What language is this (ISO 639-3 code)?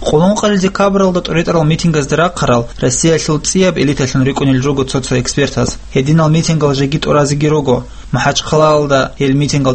ava